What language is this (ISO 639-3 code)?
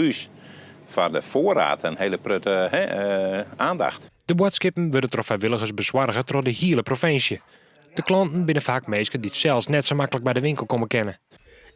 fry